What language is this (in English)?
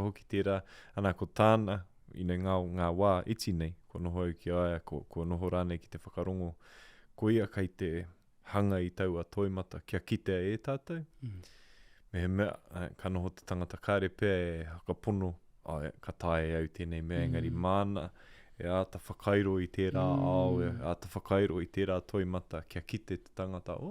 Māori